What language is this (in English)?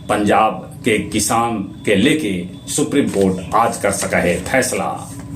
Magahi